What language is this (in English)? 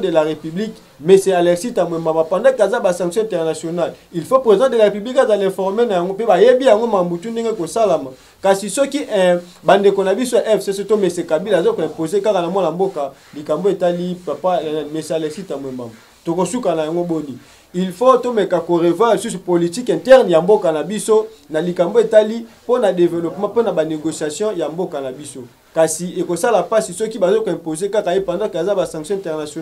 Lingala